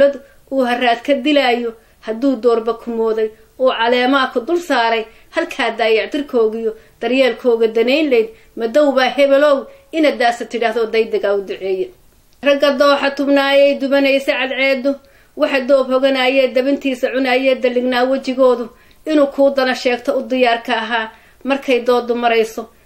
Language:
Somali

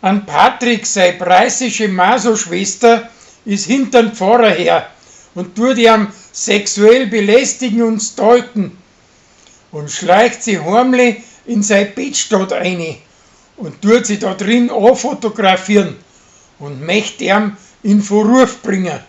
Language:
Bavarian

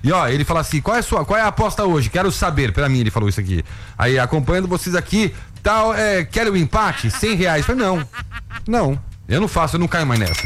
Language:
Portuguese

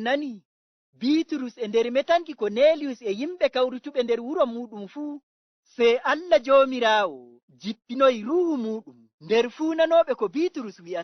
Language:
Fula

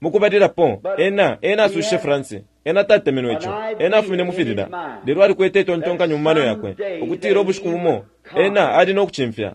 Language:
Bemba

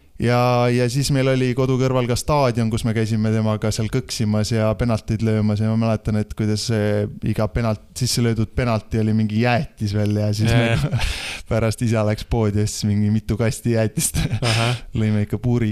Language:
Estonian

